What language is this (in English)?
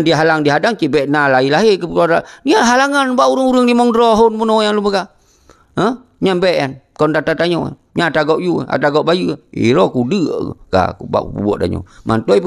Achinese